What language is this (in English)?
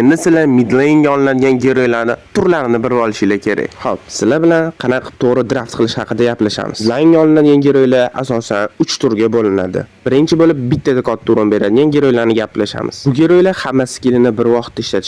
Uzbek